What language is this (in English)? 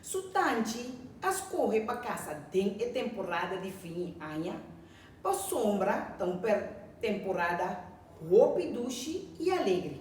Papiamento